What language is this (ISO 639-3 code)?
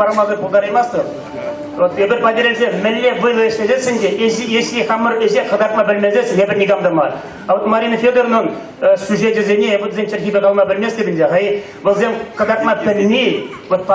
chv